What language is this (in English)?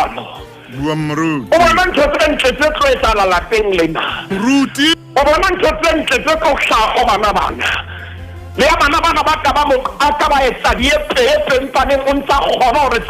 Southern Sotho